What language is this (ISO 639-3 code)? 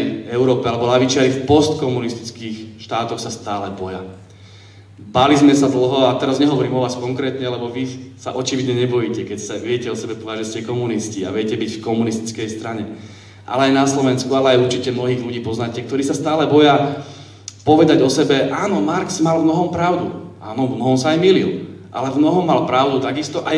slk